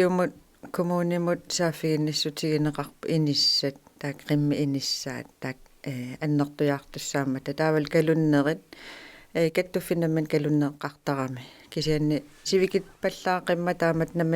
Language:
Kalaallisut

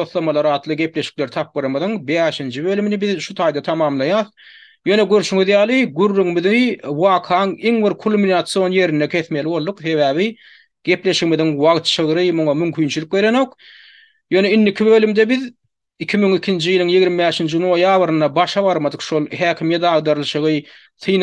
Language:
Turkmen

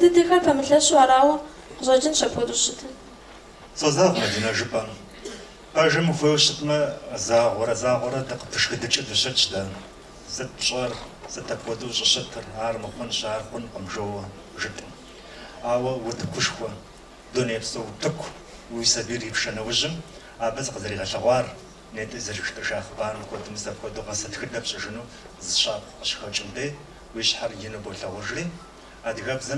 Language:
Kabardian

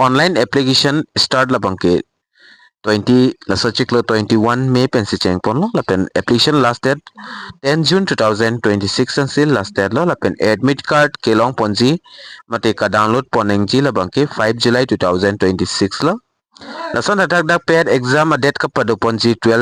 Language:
Karbi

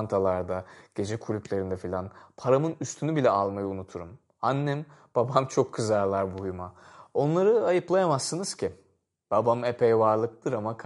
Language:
Turkish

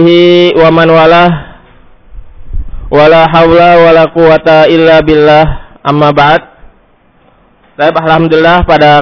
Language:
Indonesian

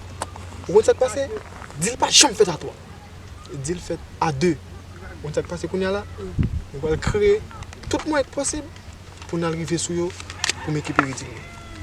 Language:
Haitian Creole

